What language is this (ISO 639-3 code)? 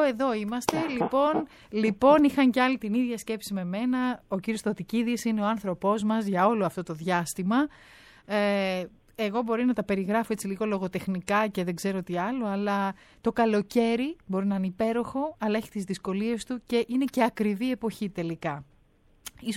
ell